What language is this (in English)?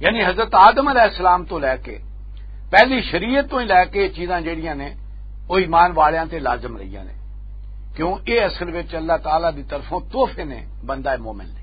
Western Panjabi